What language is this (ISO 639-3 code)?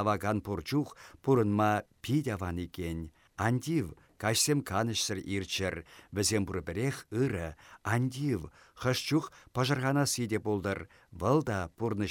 chv